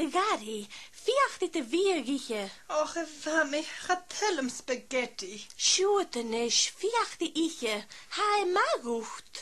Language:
Scottish Gaelic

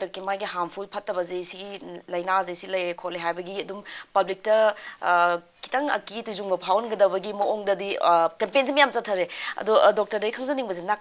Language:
Manipuri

